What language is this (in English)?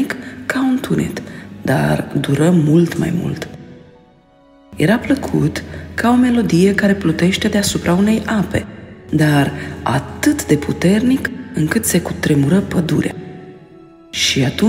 Romanian